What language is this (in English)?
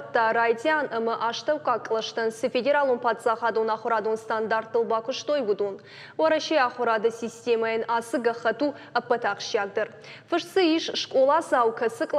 Ossetic